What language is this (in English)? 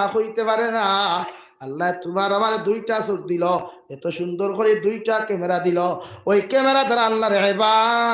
Sylheti